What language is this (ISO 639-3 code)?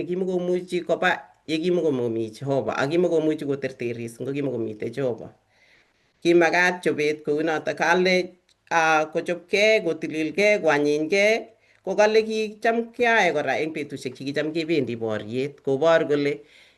kln